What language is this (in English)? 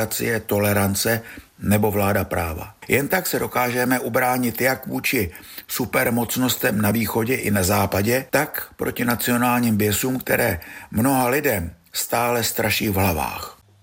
Czech